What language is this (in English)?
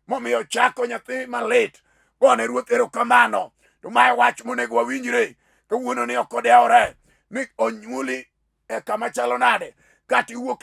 Luo (Kenya and Tanzania)